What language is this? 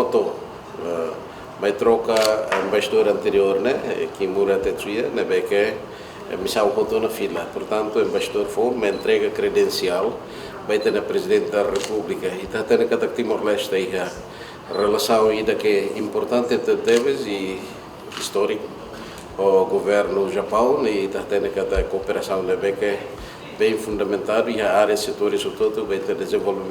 Tetum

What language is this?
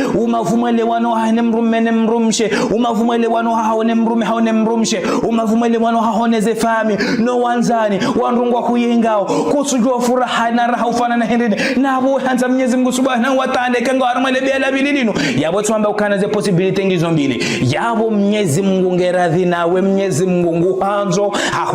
Ngazidja Comorian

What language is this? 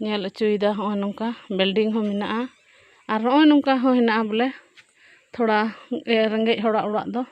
Santali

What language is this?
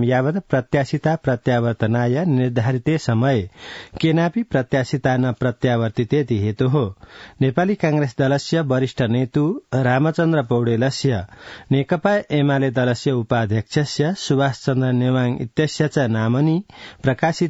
Sanskrit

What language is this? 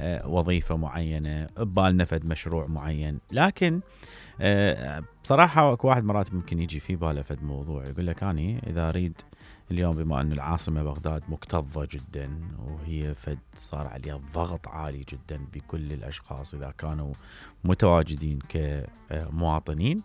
Mesopotamian Arabic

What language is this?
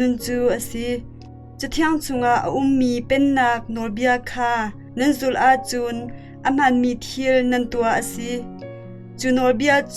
Hakha Chin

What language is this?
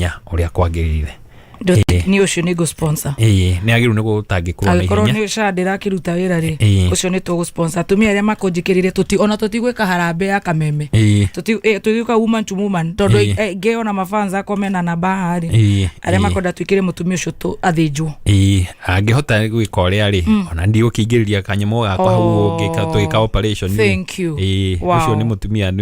Kikuyu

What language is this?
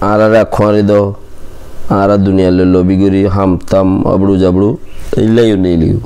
Rohingya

